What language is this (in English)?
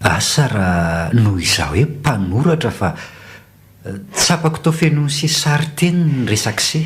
Malagasy